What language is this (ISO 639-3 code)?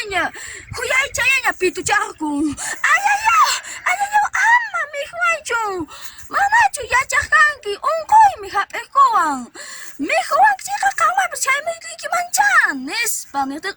que